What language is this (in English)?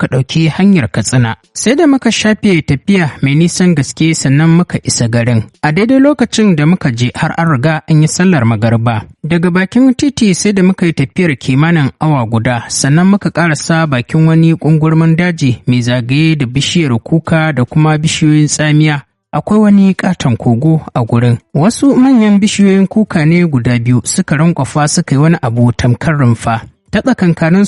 Hausa